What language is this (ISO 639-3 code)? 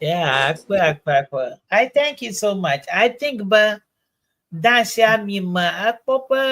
ewe